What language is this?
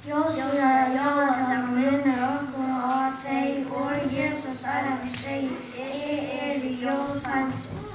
Faroese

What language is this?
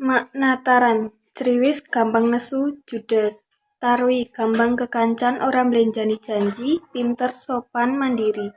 Javanese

